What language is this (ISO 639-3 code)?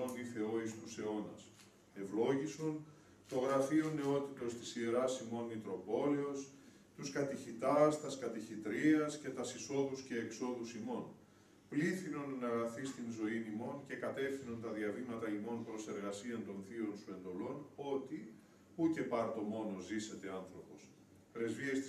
ell